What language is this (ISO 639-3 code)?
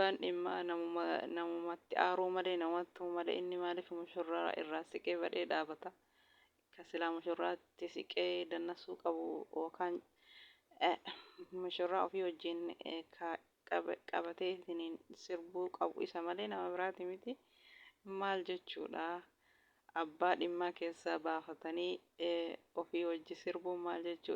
orm